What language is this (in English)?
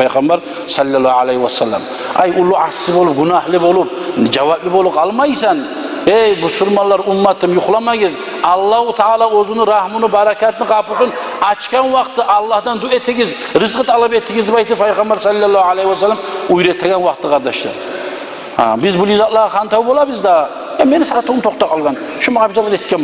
Kumyk